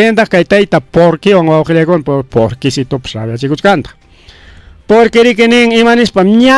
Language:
Ayacucho Quechua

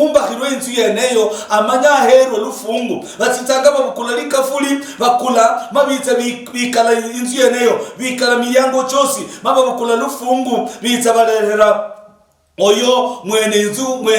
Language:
Luyia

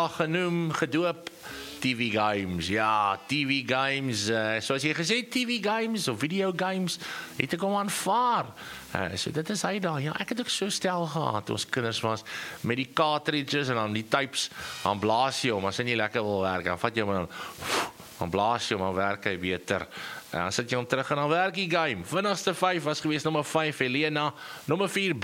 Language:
Afrikaans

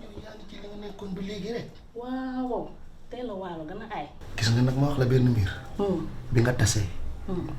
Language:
Wolof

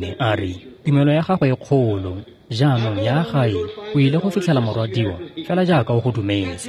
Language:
Tswana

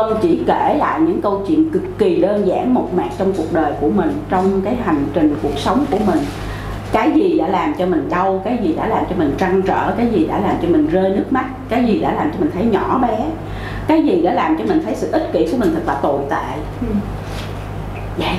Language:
Vietnamese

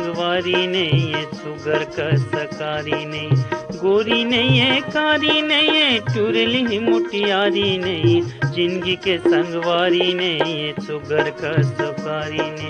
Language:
Chhattisgarhi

